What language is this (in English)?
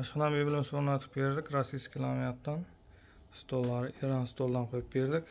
Uzbek